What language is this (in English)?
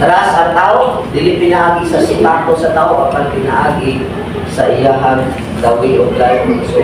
Cebuano